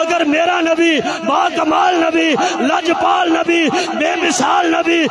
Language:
Urdu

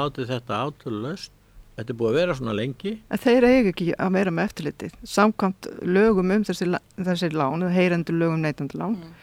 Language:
Icelandic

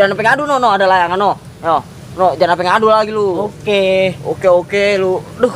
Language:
Betawi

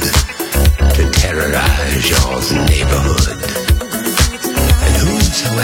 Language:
Italian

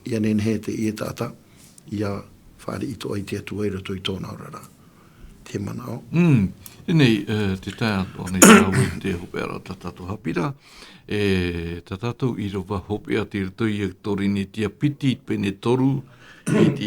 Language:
Tahitian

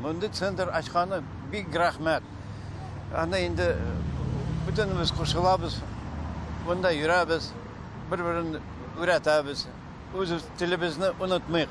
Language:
Tatar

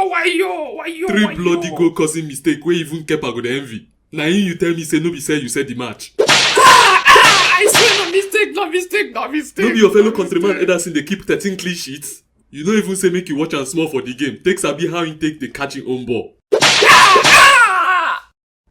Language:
Nigerian Pidgin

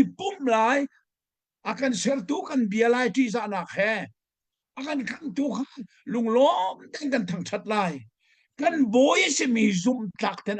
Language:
Hakha Chin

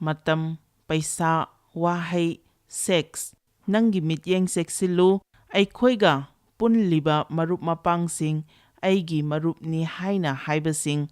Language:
Manipuri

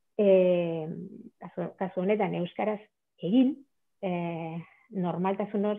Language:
Basque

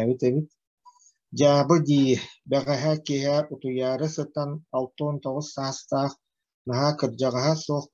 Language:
Yakut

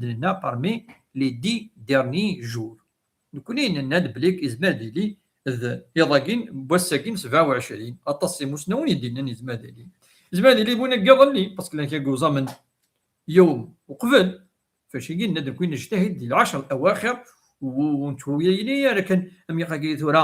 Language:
Kabyle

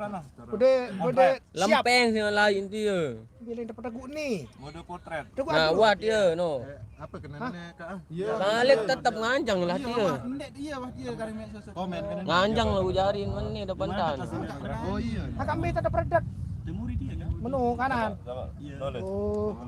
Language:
Sasak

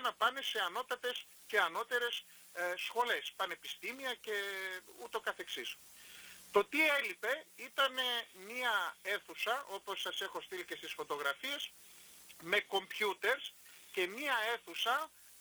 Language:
Greek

